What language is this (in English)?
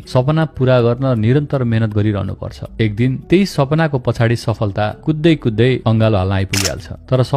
Nepali